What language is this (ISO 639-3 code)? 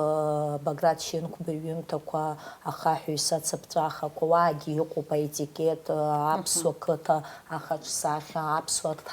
abk